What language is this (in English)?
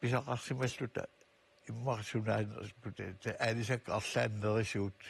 Kalaallisut